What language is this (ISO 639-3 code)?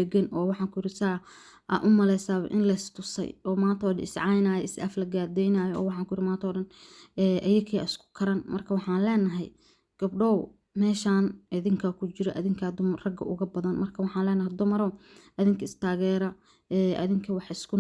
som